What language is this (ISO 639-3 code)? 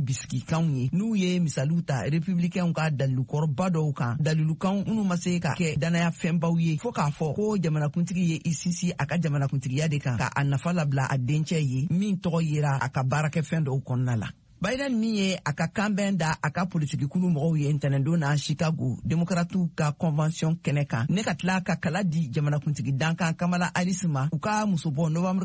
bam